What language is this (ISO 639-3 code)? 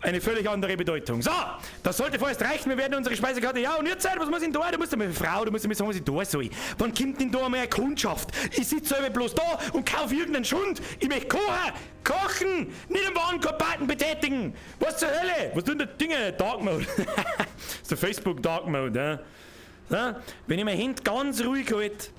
bar